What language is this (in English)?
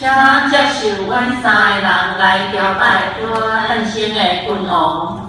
Min Nan Chinese